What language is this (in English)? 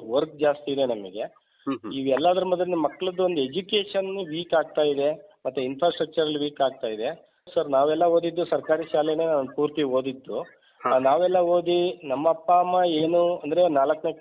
Kannada